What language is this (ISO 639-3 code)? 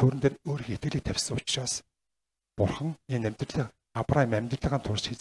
mon